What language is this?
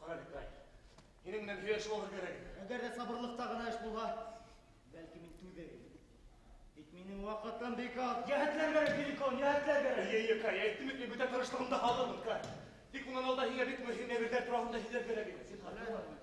Bashkir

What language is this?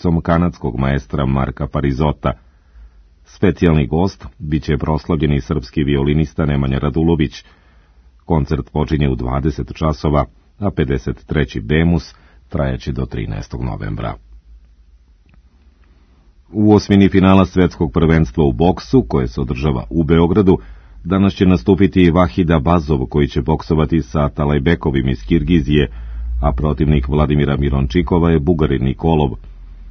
Serbian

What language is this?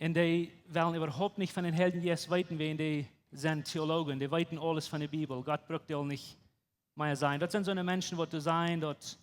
Plautdietsch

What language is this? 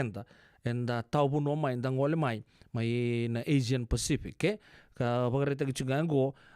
Fijian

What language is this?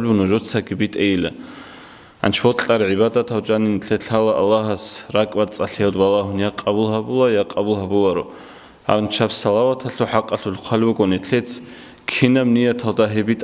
Avaric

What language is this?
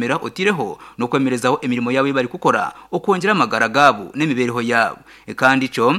Nyankole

